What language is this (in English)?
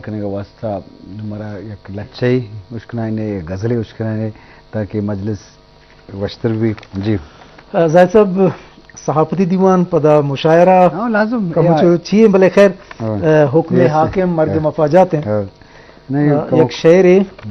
Eastern Balochi